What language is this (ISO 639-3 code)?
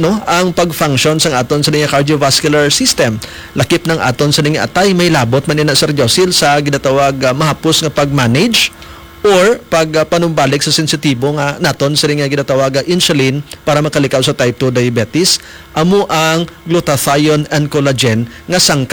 hil